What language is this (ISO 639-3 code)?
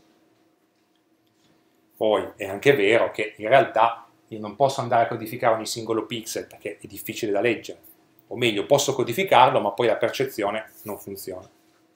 ita